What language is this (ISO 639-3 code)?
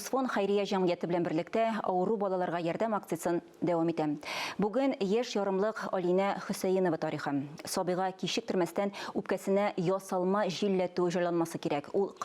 tat